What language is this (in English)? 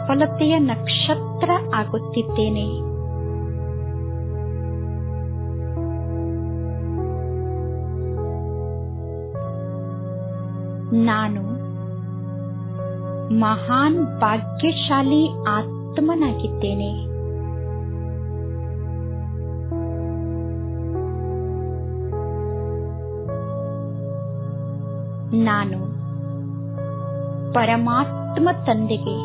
Kannada